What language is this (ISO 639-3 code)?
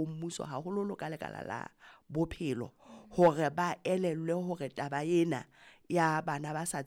sot